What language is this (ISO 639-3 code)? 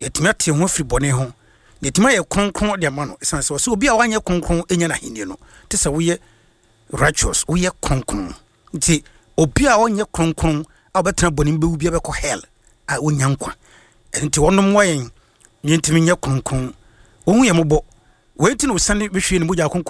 aka